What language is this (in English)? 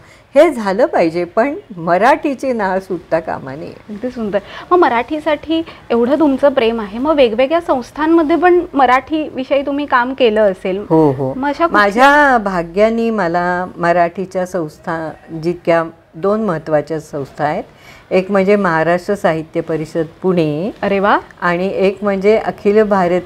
Marathi